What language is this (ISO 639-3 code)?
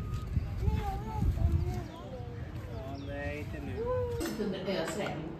swe